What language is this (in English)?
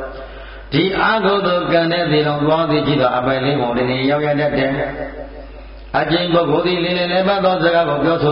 Burmese